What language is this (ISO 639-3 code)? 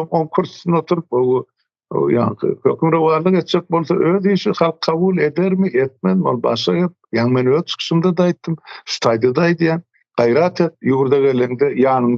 tuk